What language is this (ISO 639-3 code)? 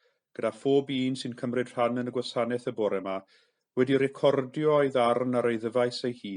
cym